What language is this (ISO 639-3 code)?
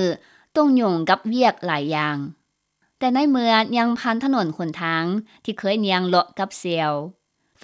lao